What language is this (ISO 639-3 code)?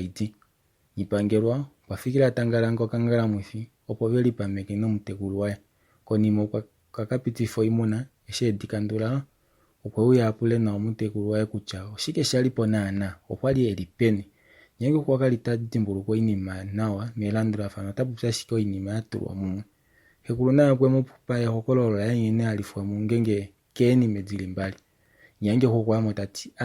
kua